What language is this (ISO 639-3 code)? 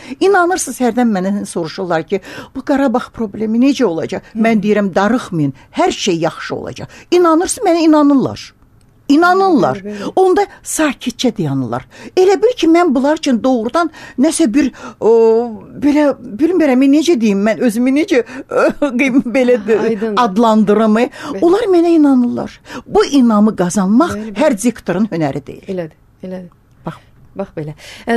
aze